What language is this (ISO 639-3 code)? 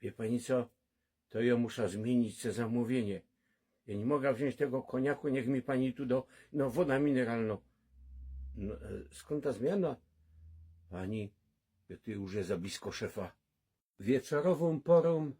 szl